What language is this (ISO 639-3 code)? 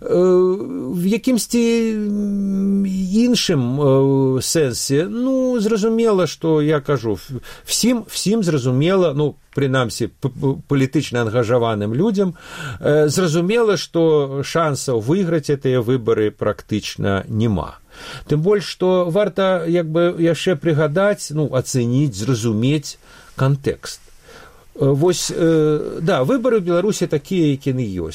bel